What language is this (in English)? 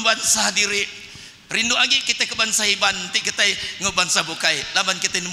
Iban